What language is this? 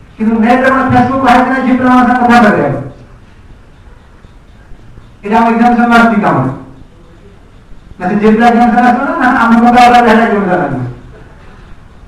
Odia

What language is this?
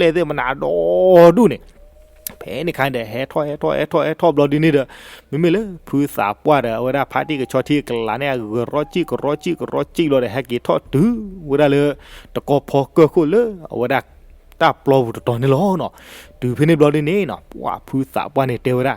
S'gaw Karen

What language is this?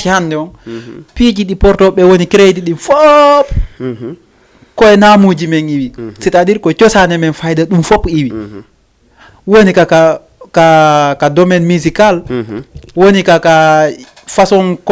Fula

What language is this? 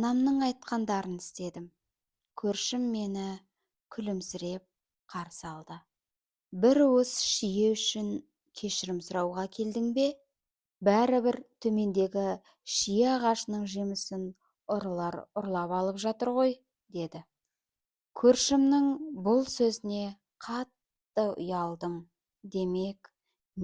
Kazakh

